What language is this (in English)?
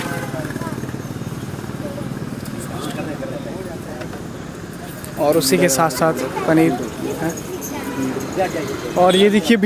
Hindi